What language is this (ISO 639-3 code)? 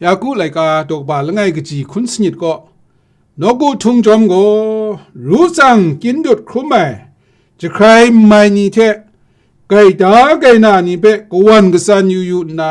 kac